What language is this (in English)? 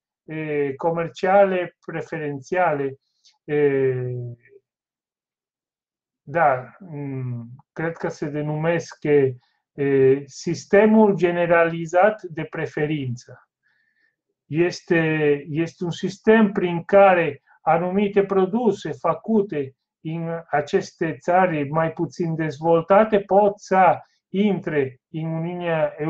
Romanian